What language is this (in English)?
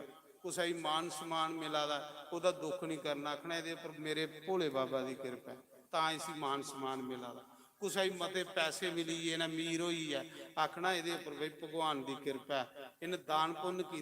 Dogri